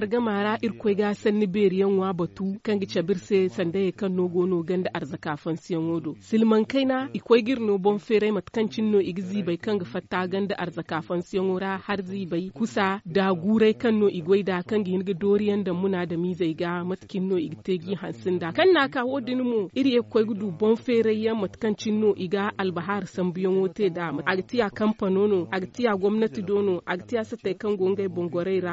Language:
Zarma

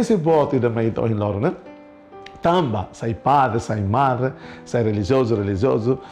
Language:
Tetum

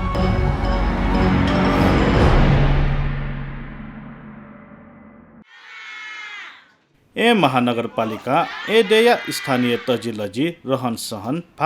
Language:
Newari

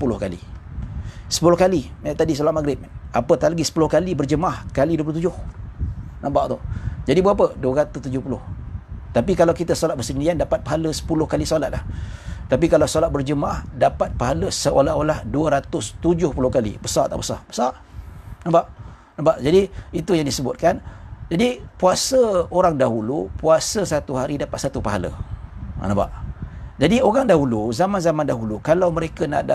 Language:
Malay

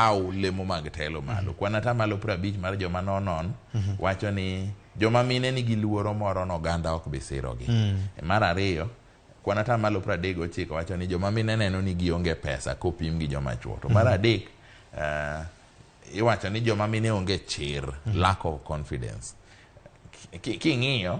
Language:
Luo (Kenya and Tanzania)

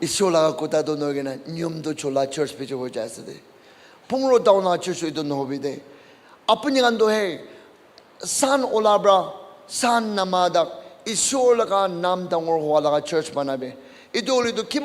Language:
Naga Pidgin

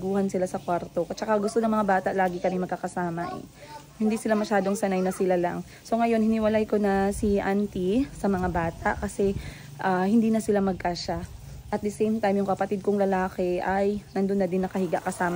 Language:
Filipino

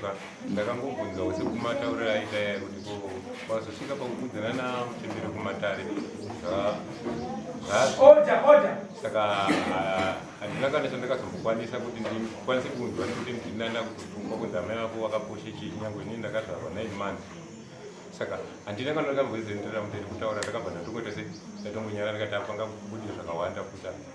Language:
Shona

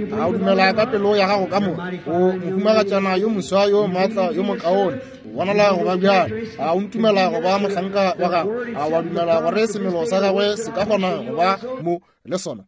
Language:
Northern Sotho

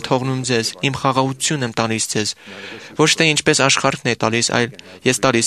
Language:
Armenian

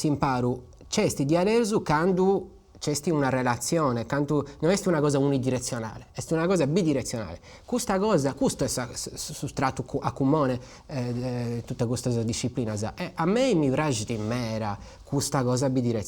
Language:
Sardinian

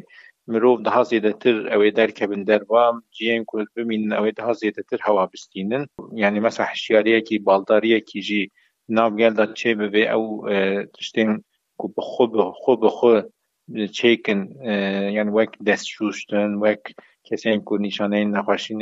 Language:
Kurdish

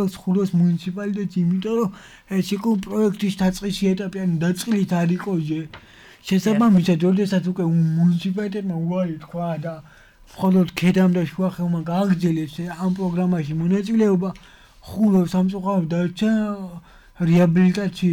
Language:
Georgian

